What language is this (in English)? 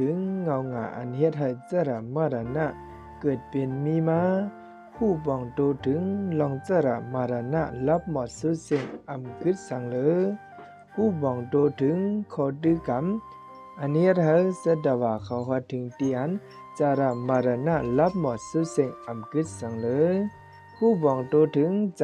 Shan